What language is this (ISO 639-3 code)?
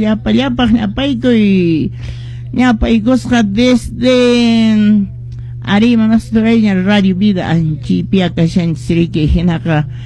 que